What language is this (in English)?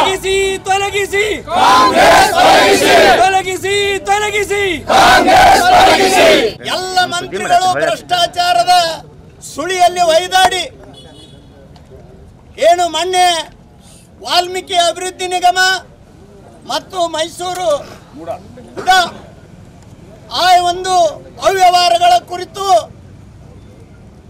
Kannada